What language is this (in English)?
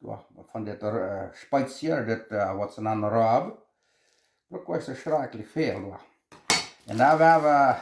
Plautdietsch